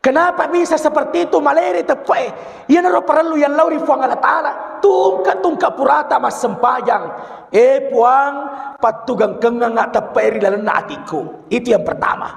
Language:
Buginese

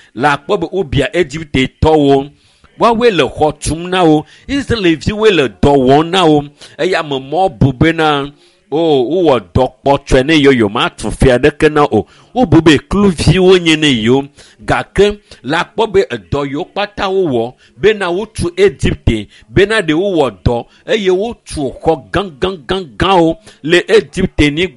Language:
Ewe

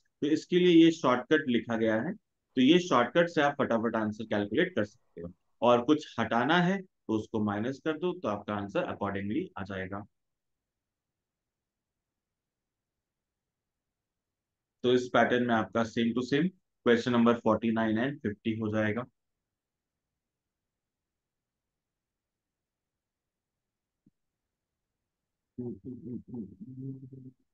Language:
Hindi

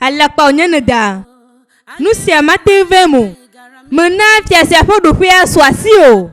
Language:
Ewe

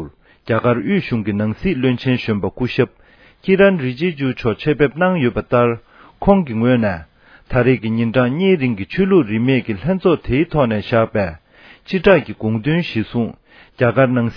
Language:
Tibetan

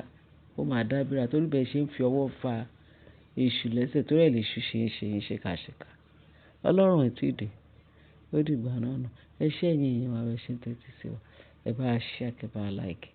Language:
Yoruba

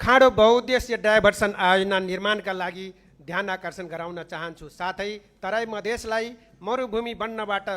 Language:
Nepali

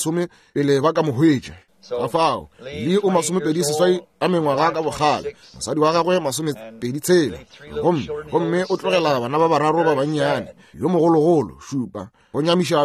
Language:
Northern Sotho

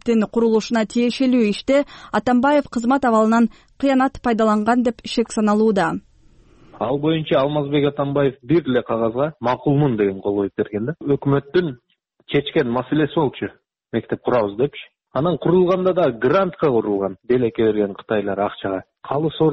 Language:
Kyrgyz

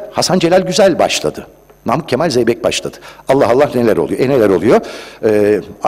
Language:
Turkish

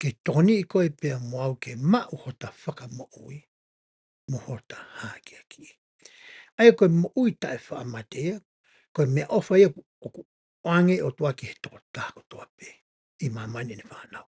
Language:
Tongan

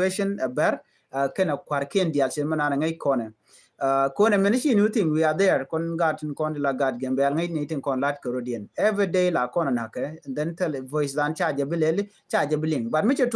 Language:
Nuer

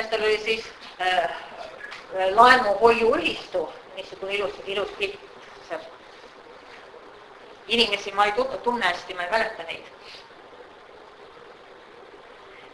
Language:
Estonian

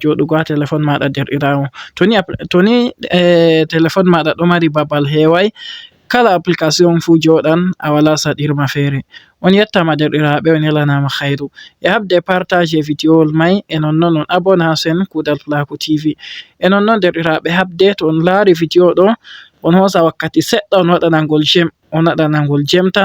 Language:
Fula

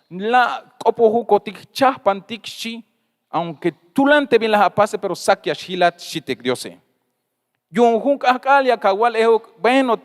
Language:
Tzeltal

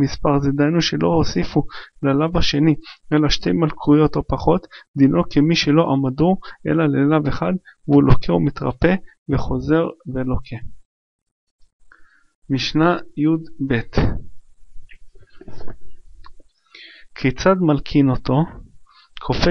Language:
Hebrew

